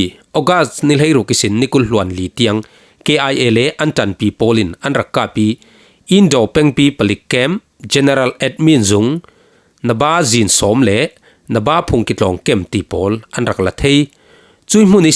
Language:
Falam Chin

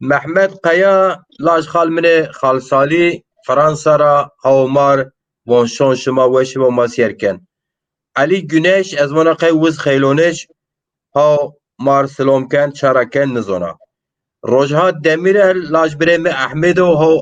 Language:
Zaza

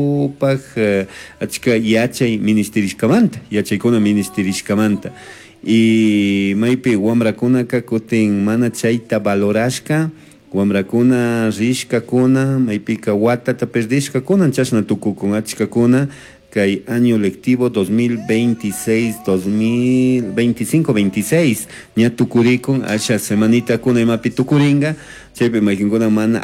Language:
Chimborazo Highland Quichua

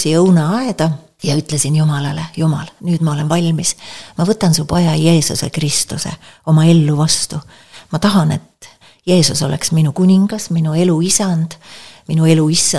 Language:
Estonian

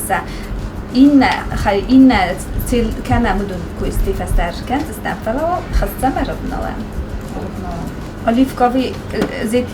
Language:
Ossetic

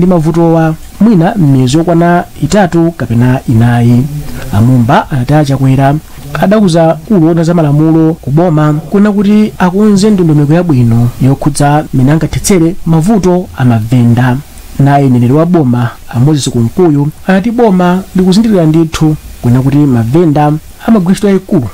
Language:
Nyanja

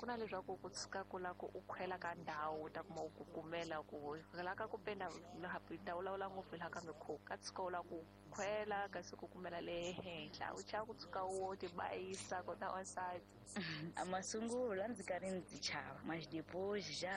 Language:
Tsonga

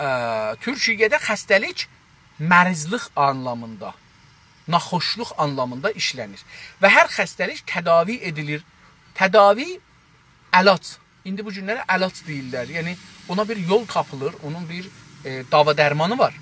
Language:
South Azerbaijani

